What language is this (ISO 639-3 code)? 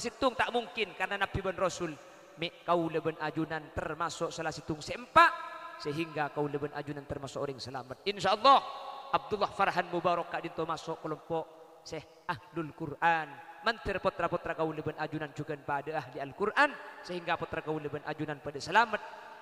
mad